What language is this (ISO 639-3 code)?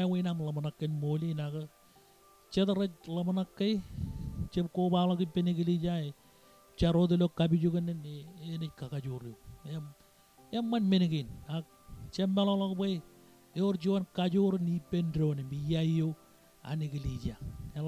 mah